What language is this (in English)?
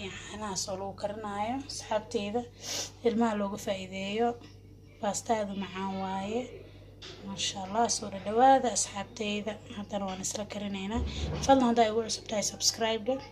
Somali